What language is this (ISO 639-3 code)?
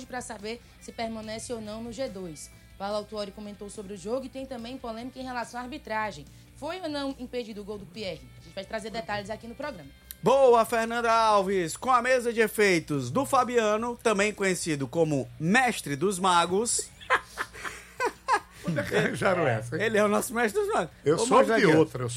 por